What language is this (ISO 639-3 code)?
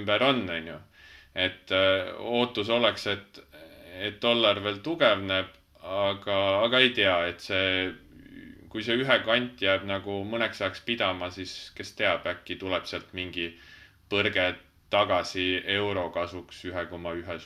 est